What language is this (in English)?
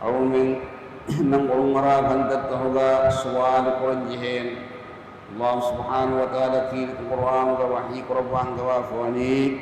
Divehi